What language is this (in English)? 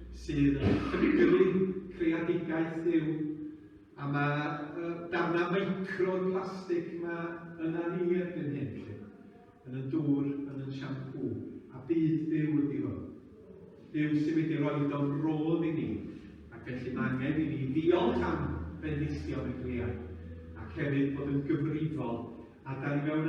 Welsh